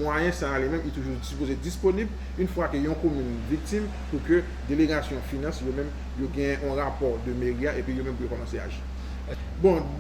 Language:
Haitian Creole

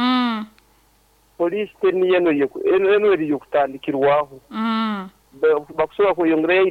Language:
Nyankole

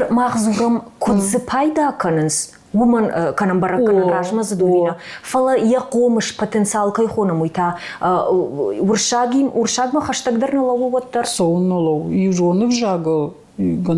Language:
Ossetic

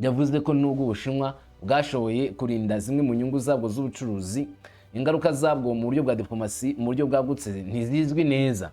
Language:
Kinyarwanda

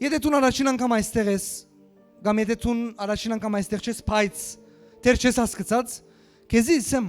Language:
Western Armenian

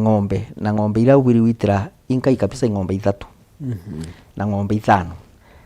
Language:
Meru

